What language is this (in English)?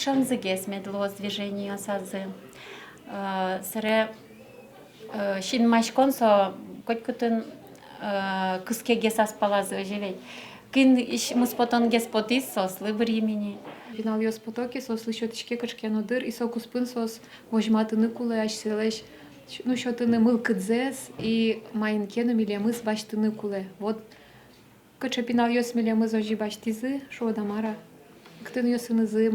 Udmurt